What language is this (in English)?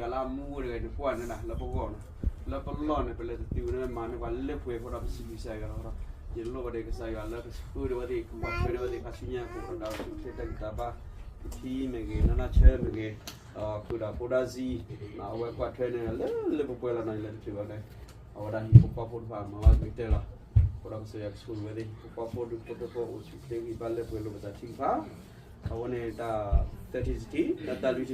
S'gaw Karen